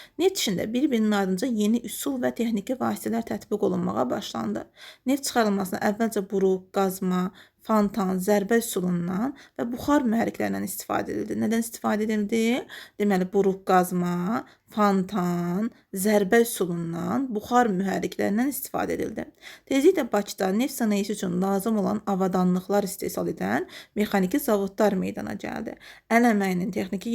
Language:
Azerbaijani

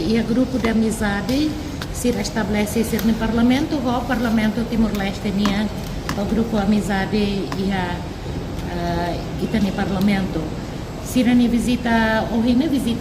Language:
Tetum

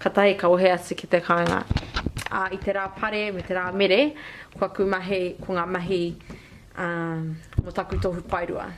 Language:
Māori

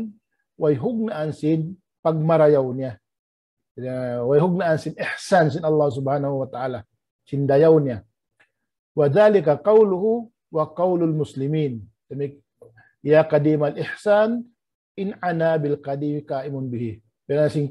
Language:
Tausug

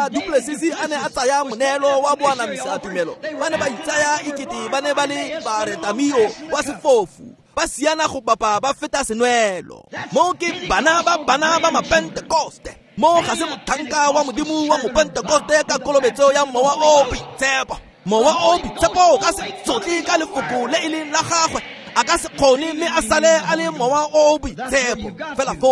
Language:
Tswana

